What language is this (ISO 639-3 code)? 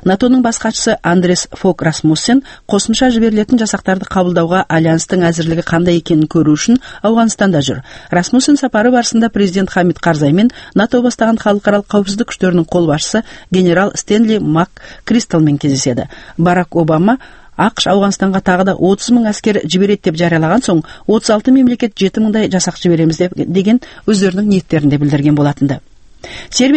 kaz